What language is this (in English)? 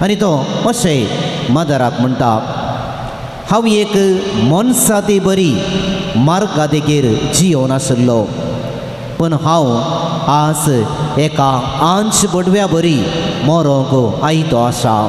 Konkani